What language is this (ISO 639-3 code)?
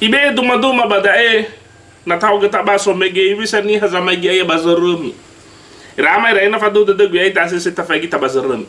nia